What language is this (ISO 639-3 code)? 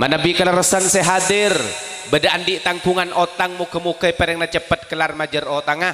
mad